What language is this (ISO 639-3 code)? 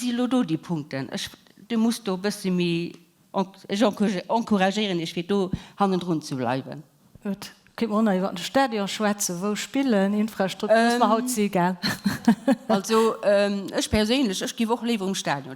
ltz